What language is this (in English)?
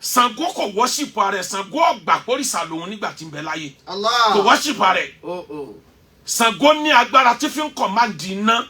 Yoruba